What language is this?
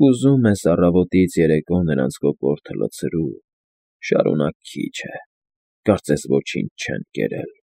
Armenian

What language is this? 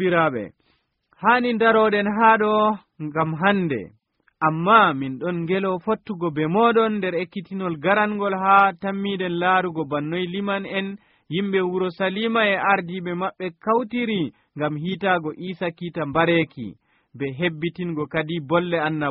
Nigerian Fulfulde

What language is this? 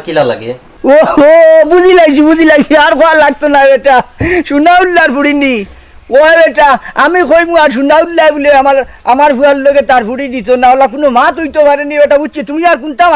Sylheti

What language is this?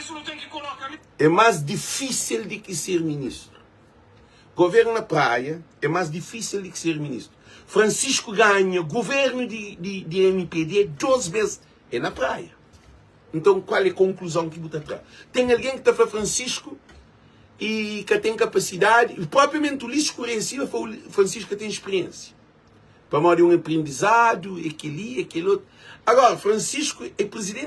Kabuverdianu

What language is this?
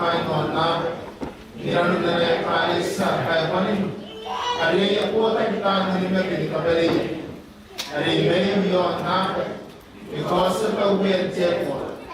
Gilbertese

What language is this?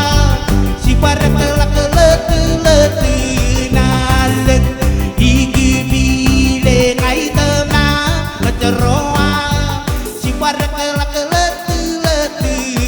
Marshallese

